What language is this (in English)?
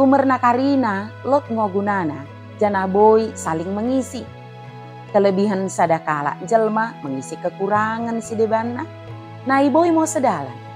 Batak Dairi